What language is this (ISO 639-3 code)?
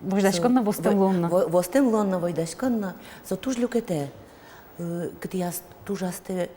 udm